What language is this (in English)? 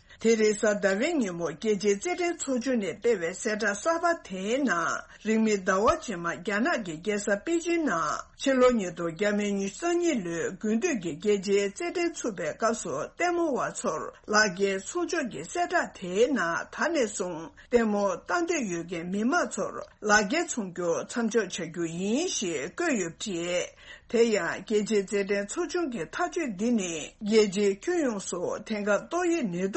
Tibetan